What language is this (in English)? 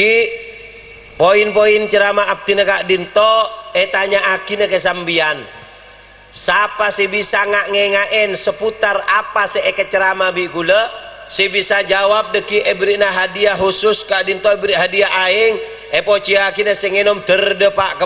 Madurese